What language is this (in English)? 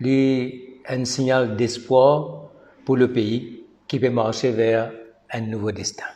Morisyen